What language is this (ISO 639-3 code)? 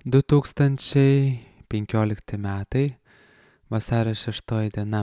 lit